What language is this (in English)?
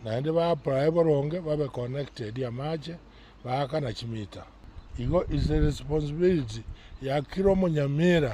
Gusii